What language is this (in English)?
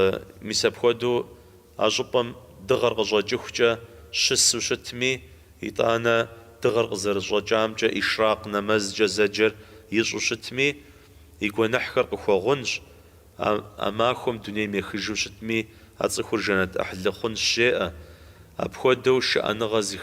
Kabardian